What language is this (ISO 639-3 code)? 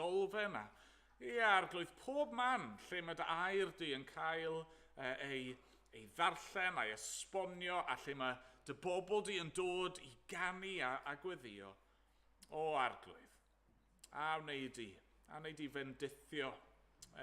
cym